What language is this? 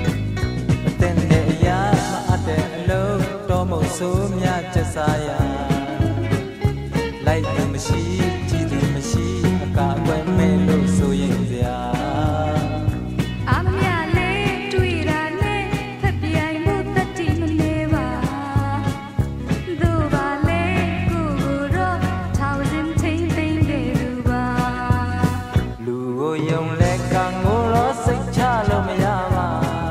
Burmese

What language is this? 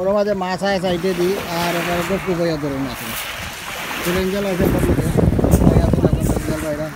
Sylheti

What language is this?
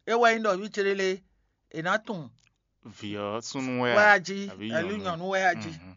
Fon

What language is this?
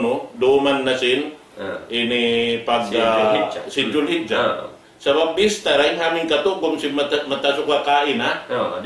Tausug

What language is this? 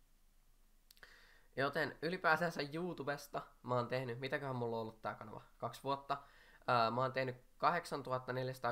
Finnish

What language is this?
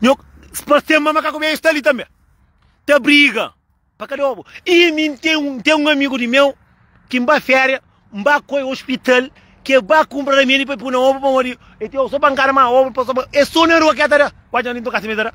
Kabuverdianu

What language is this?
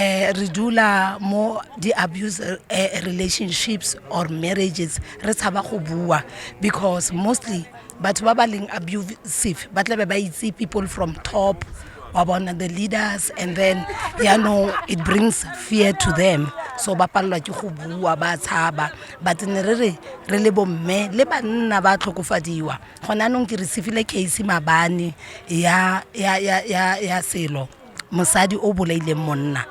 Tswana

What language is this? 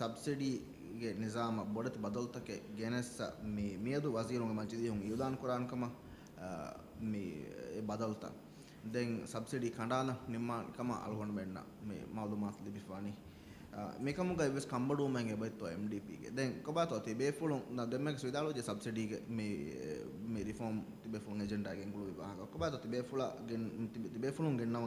Divehi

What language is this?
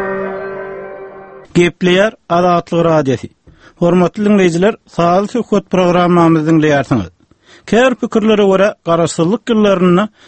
Turkmen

